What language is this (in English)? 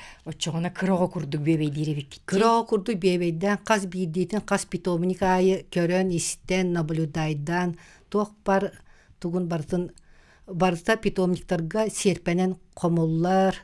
Yakut